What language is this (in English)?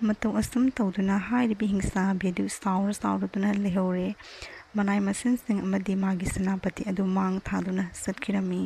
Manipuri